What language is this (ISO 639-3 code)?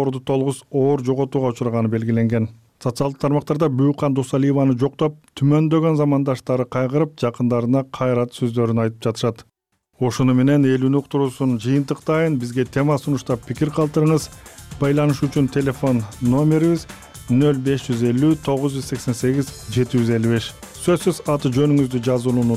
kir